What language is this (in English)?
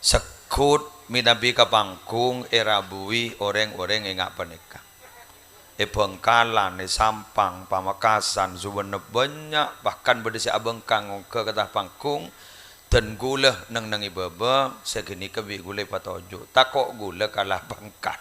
Madurese